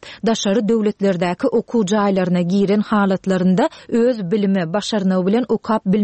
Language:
Turkmen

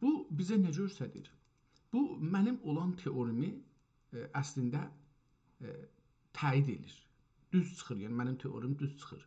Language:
South Azerbaijani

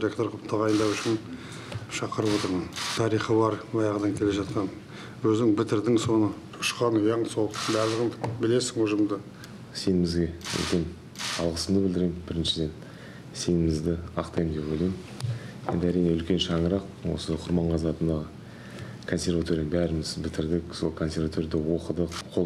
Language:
Kazakh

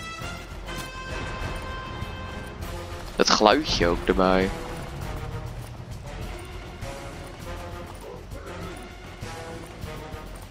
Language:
Dutch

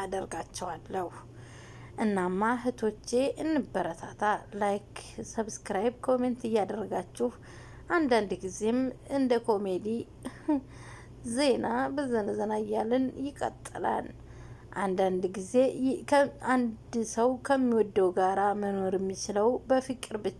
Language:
Amharic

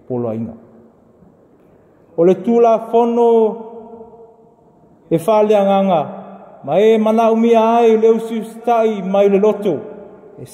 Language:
Samoan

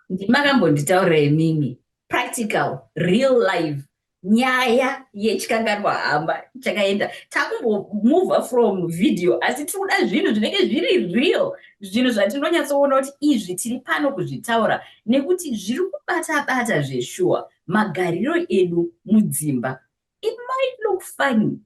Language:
Shona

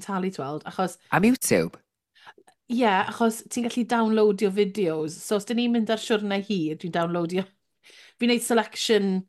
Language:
Welsh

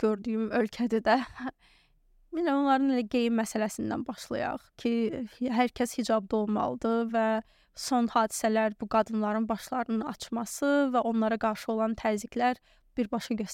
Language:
Azerbaijani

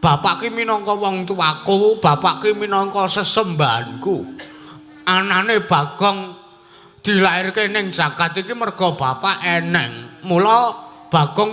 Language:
Javanese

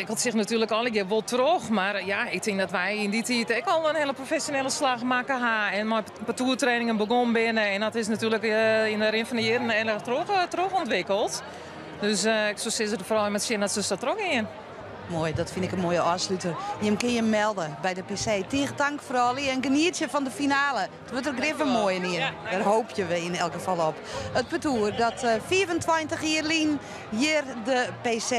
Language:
Western Frisian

